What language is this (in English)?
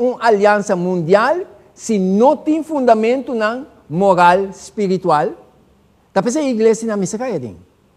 Papiamento